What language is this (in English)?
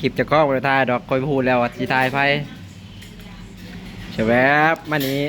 Lao